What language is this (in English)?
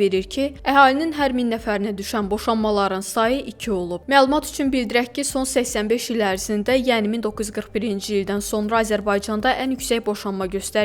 Azerbaijani